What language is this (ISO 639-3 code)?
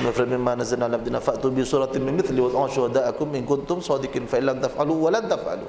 mad